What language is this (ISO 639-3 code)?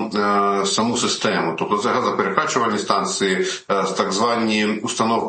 ukr